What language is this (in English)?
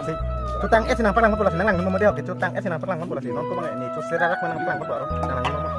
Karbi